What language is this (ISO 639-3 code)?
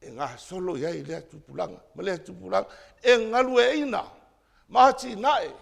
smo